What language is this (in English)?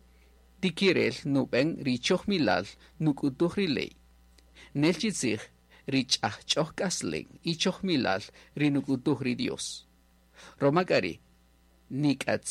Kaqchikel